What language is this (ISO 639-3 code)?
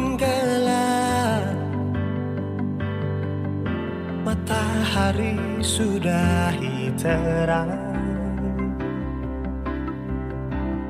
ind